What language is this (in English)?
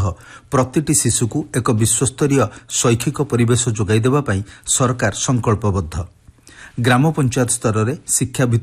Odia